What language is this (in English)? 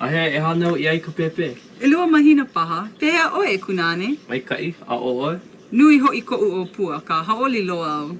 Hawaiian